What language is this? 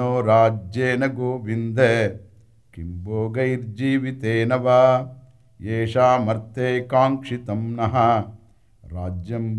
Sanskrit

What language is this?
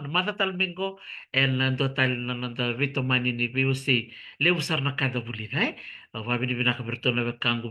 Fijian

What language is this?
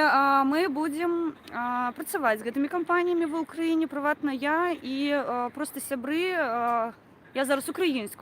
Belarusian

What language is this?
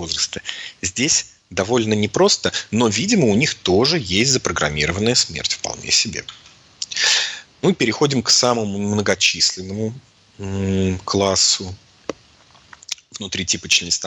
Russian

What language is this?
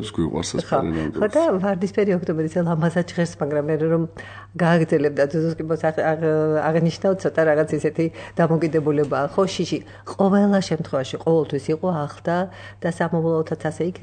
Georgian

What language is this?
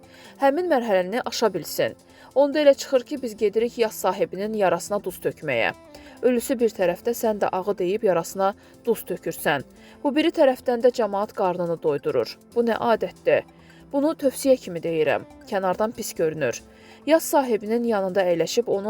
Azerbaijani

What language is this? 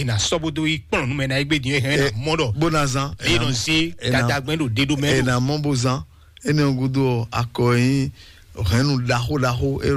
Fon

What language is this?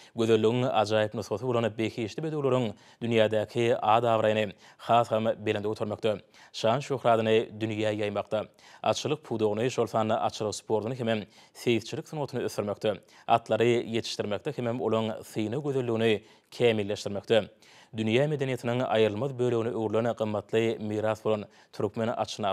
Turkmen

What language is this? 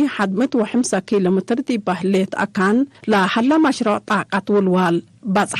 Tigre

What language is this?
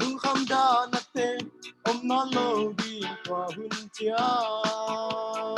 Tedim Chin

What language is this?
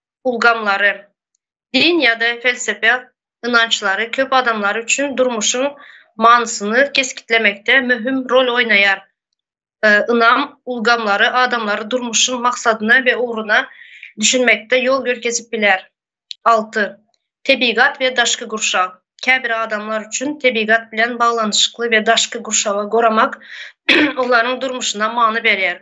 Turkmen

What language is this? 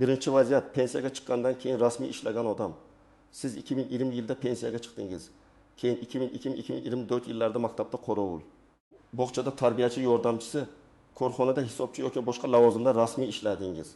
Uzbek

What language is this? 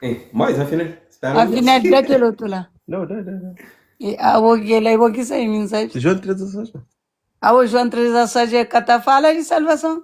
Kabuverdianu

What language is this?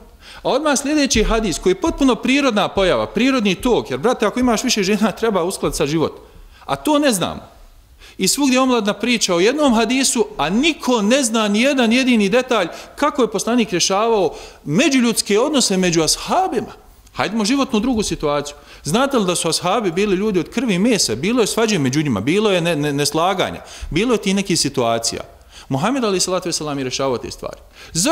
Bosnian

